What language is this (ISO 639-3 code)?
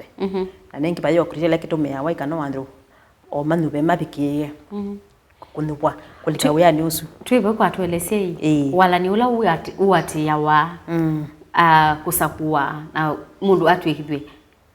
kam